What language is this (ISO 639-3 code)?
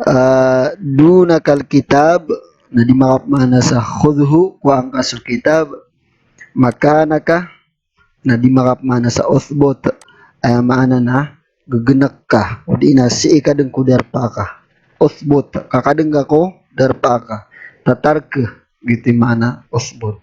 mrw